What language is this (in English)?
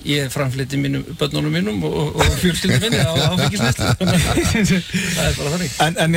Icelandic